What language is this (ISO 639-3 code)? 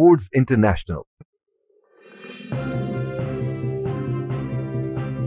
urd